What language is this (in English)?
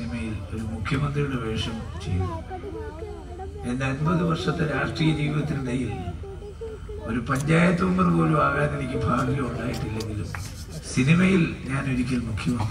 Malayalam